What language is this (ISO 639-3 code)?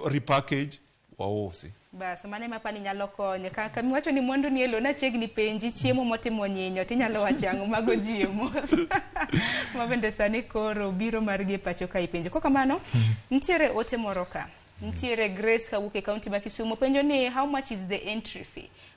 luo